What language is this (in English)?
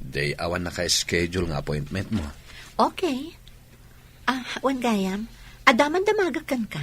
Iloko